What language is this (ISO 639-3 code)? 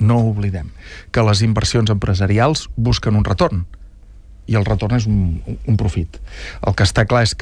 cat